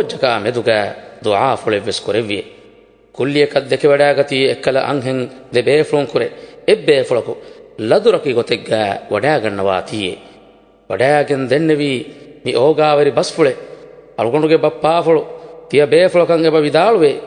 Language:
Divehi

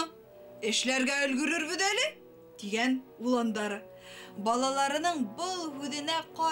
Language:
Bashkir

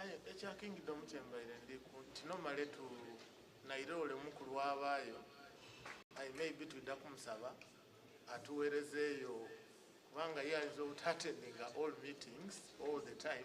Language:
Soga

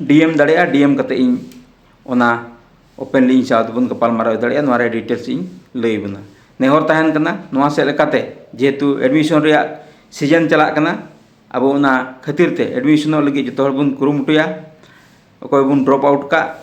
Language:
Santali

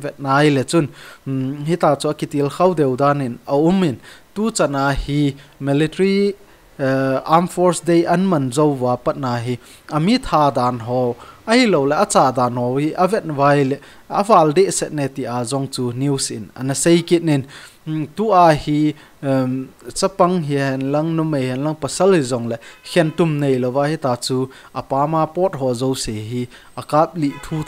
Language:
Thado Chin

